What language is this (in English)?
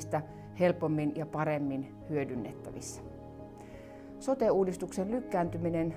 Finnish